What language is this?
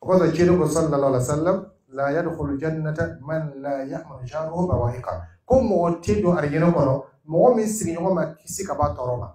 Dyula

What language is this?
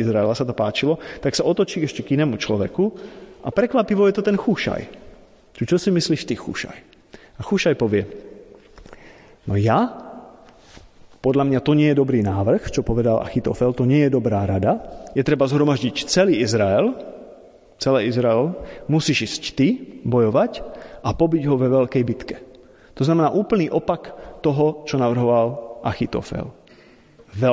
Slovak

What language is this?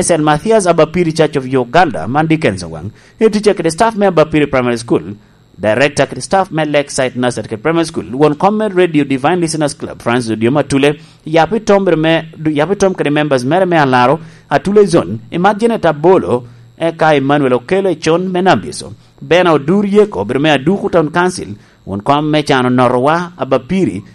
Lango (Uganda)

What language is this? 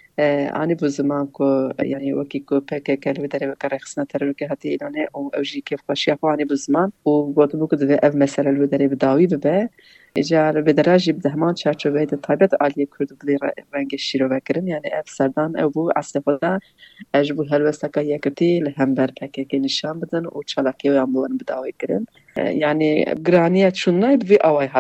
Kurdish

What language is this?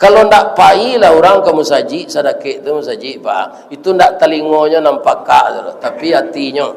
Minangkabau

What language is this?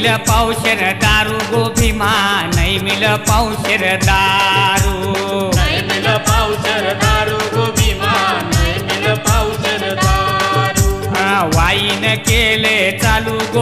Marathi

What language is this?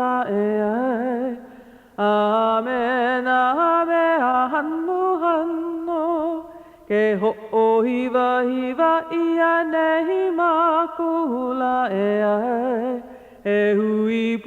Hawaiian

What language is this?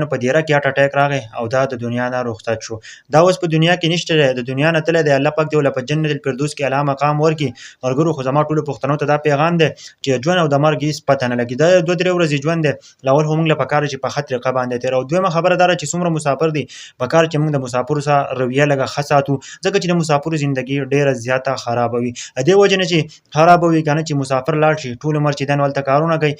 Pashto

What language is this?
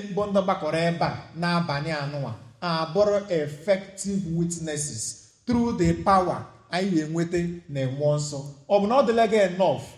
Igbo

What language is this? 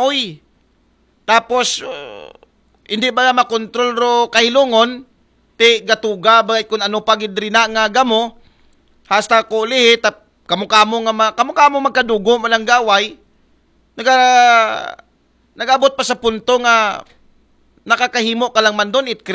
Aklanon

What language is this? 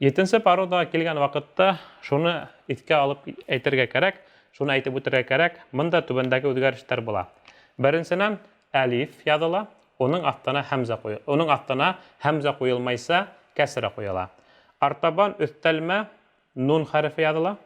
Bashkir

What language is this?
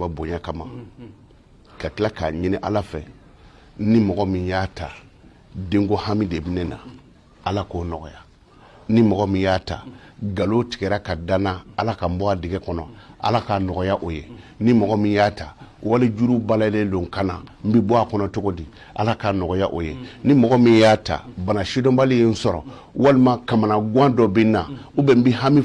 Bambara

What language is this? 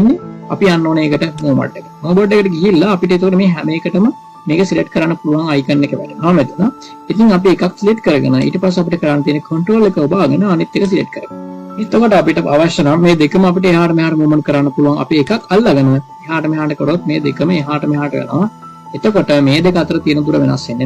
Sinhala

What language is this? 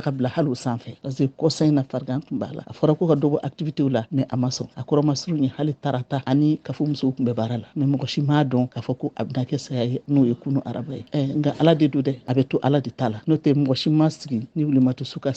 Bambara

